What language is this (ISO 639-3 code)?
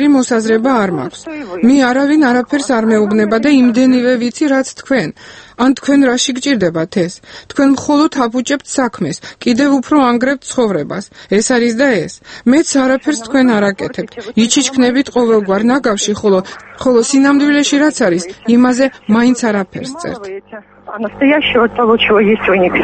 kat